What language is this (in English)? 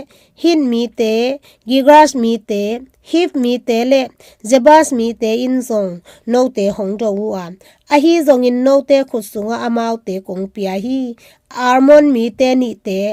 Tedim Chin